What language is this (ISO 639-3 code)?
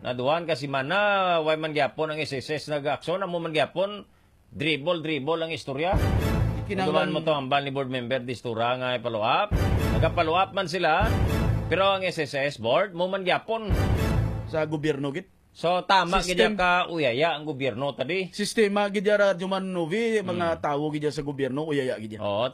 hil